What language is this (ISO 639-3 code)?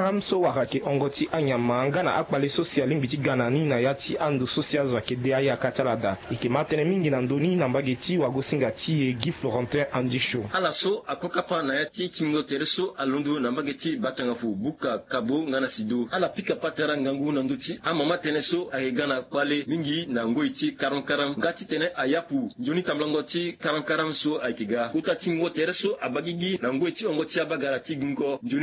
sag